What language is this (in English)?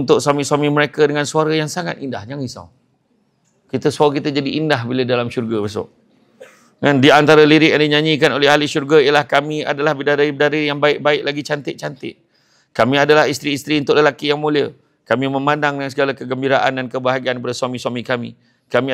Malay